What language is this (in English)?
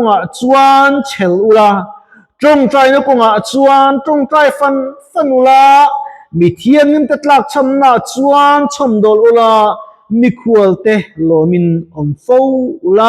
Mizo